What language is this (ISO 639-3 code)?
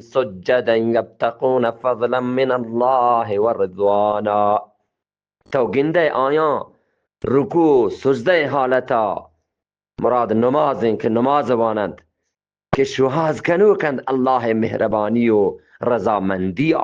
bgp